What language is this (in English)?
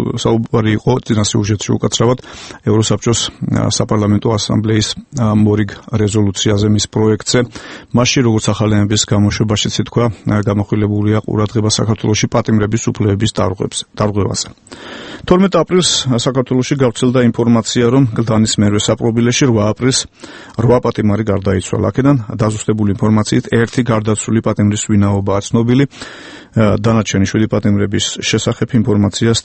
Georgian